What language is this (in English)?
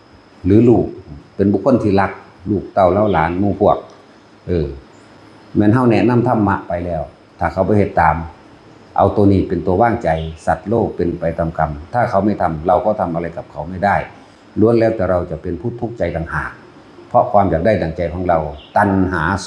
Northeastern Thai